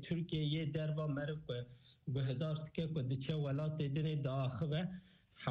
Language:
Kurdish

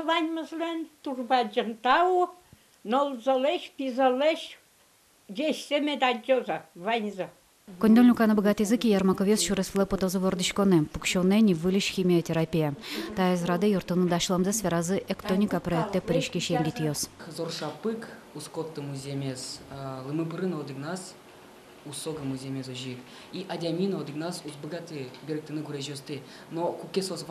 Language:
Udmurt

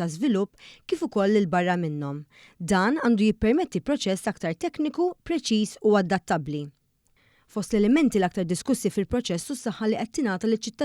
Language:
Maltese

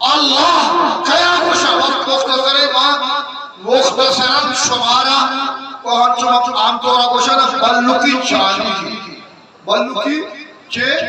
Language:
Eastern Balochi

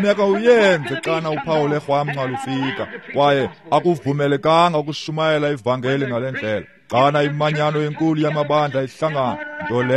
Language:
Xhosa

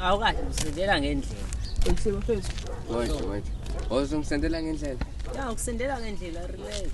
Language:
Zulu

